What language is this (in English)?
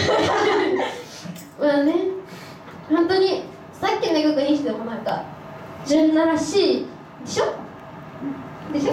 Japanese